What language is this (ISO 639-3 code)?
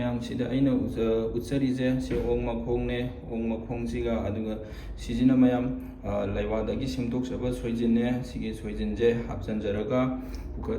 mni